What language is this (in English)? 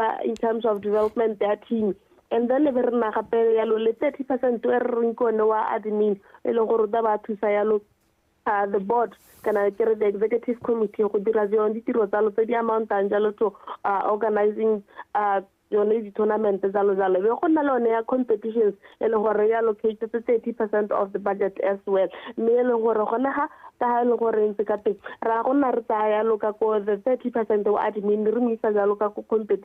Tswana